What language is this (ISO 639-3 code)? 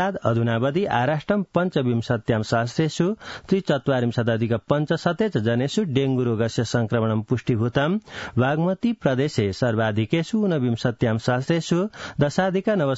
san